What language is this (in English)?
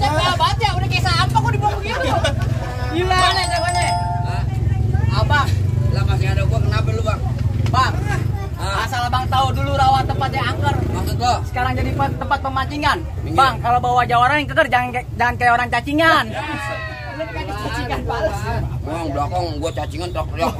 Betawi